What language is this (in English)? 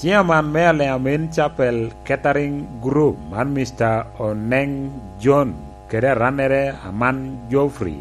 Lango (Uganda)